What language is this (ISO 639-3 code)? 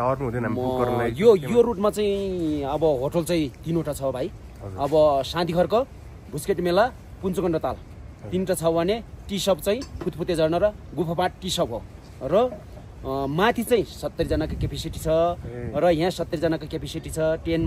nep